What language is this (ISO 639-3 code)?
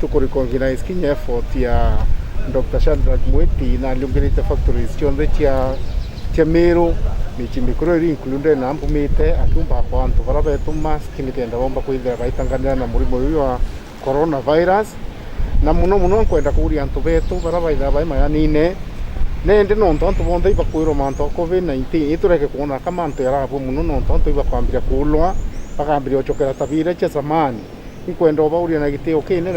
mer